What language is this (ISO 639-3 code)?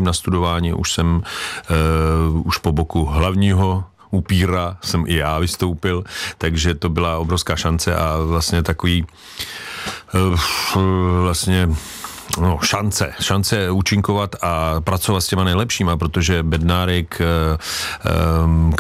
ces